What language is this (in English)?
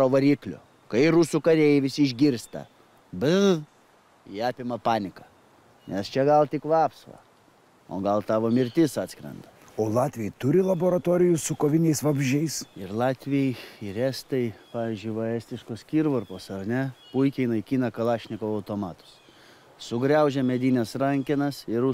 Lithuanian